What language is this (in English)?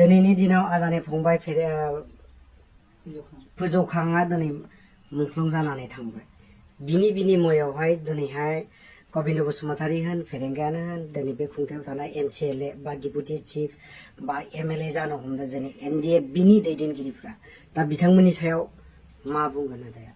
Bodo